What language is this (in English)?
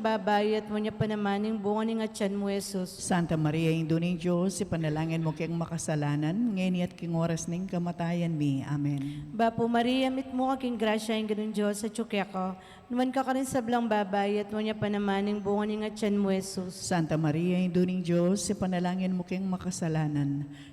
Pampanga